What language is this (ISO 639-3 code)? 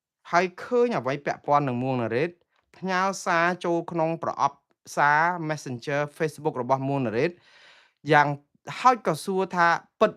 khm